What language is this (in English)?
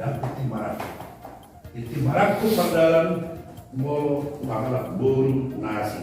Batak Toba